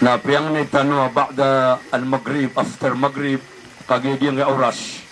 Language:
Maranao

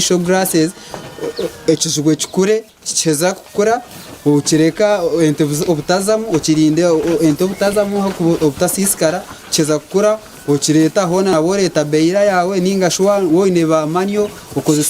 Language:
Nyankole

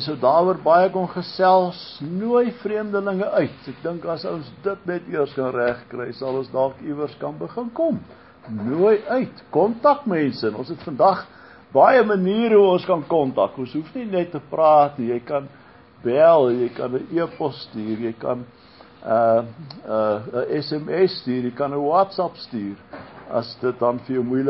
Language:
Afrikaans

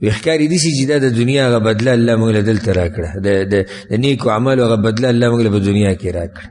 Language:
Pashto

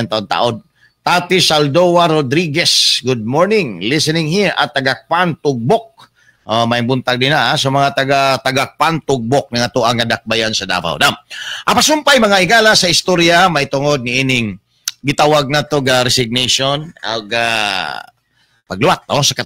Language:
Cebuano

